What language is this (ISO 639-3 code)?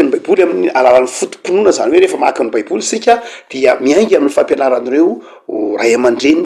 mlg